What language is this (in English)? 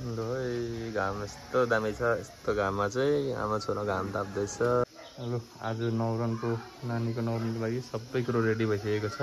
Nepali